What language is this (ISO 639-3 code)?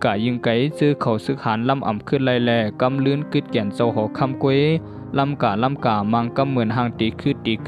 shn